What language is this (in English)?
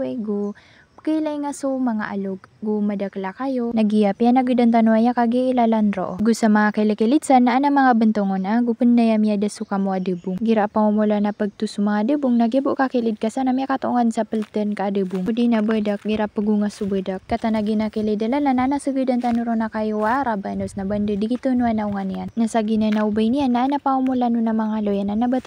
Maranao